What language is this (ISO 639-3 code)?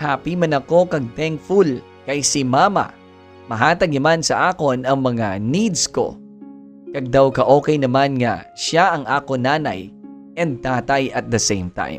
hil